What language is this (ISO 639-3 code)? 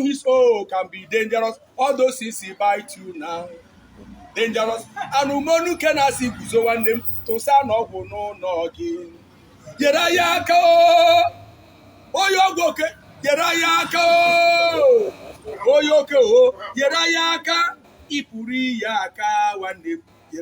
ibo